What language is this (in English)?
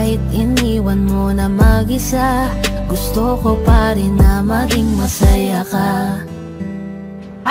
Filipino